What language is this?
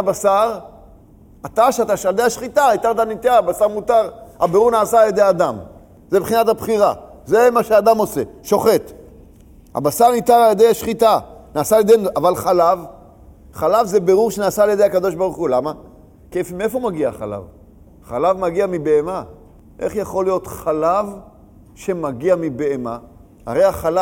Hebrew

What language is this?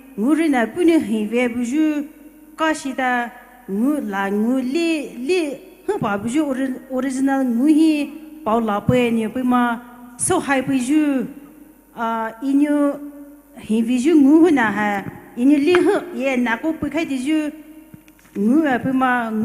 Poumei Naga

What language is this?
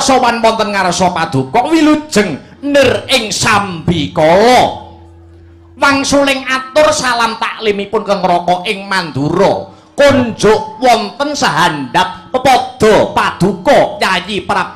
Javanese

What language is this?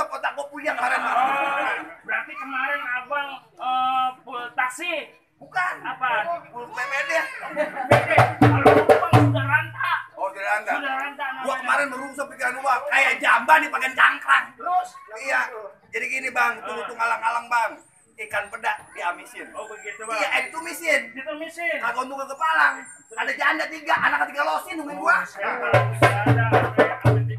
Betawi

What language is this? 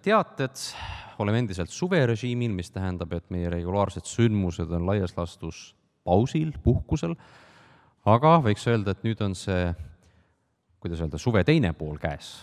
Estonian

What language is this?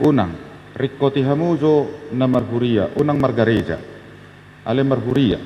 Batak Toba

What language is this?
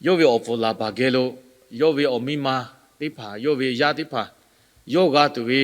Lahu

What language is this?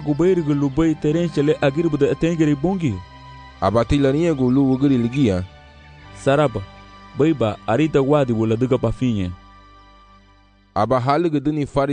Garifuna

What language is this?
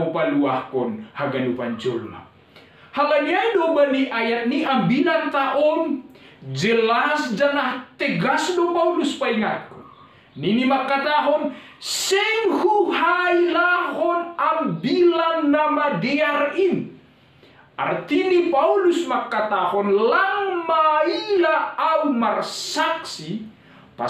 Batak Simalungun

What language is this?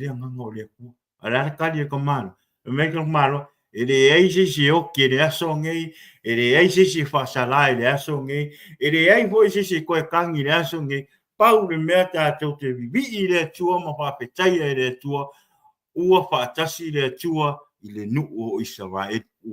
Samoan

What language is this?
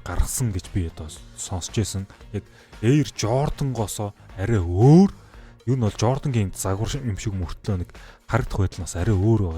Mongolian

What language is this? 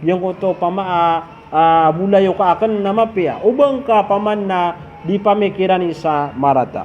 Maranao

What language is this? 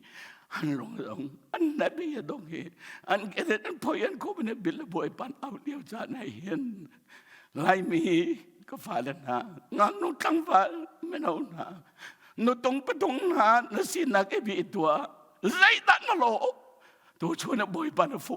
Hakha Chin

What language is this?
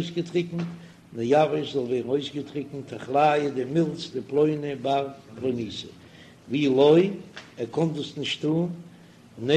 Yiddish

